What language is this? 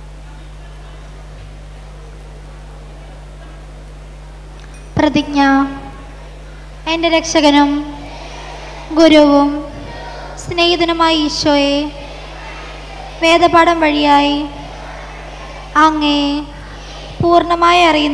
Malayalam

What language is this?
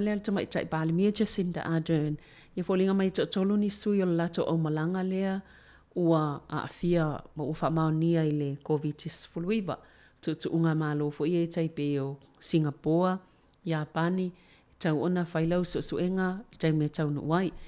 Samoan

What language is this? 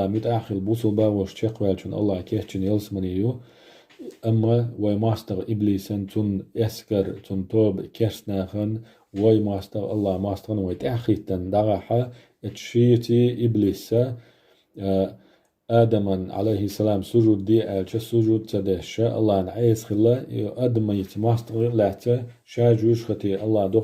Chechen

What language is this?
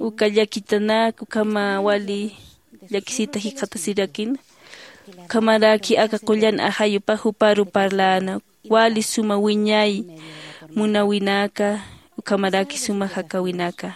Aymara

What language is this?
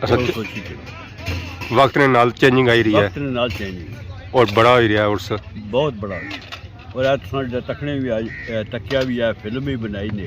Pahari-Potwari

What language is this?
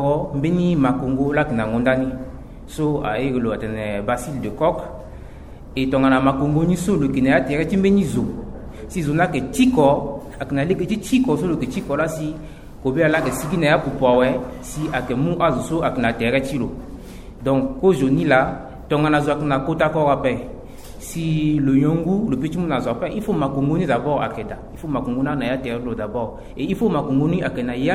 Sango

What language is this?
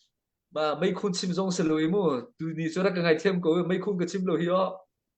Hakha Chin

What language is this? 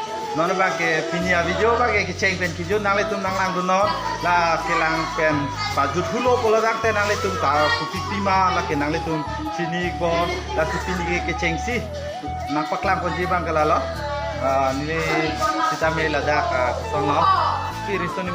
Karbi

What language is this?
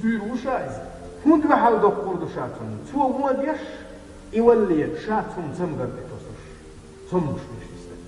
Chechen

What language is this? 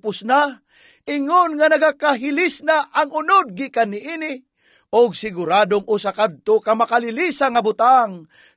Cebuano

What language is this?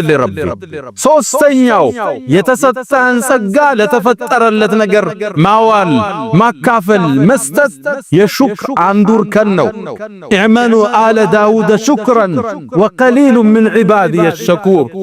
Amharic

